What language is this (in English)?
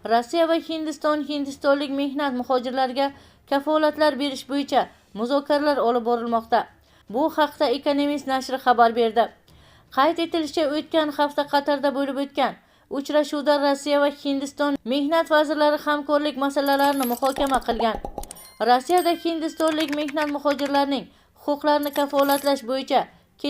Uzbek